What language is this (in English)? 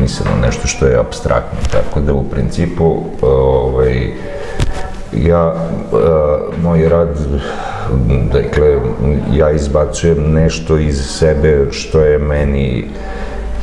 Serbian